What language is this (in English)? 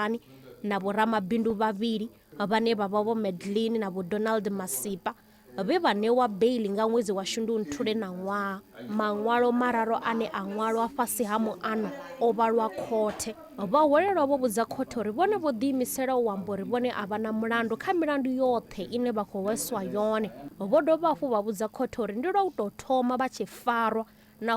Venda